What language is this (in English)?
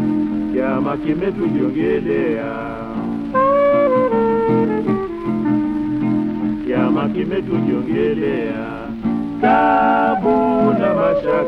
Swahili